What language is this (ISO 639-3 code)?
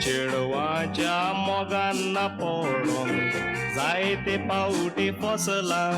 kok